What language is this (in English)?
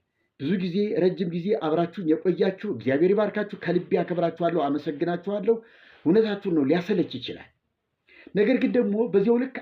Amharic